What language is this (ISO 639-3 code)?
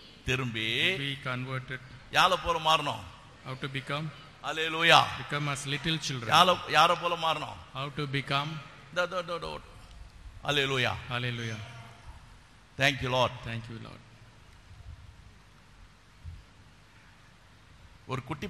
tam